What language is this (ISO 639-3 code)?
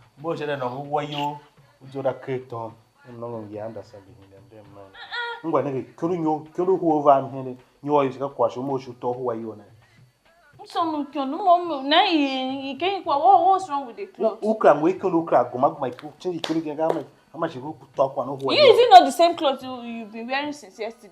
tiv